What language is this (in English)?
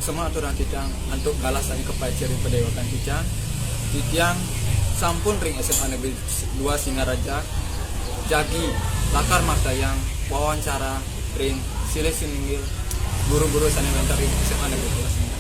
Balinese